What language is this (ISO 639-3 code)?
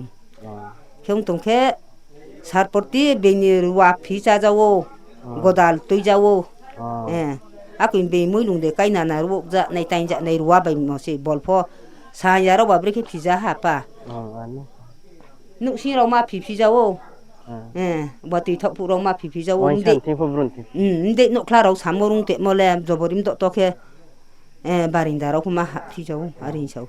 ria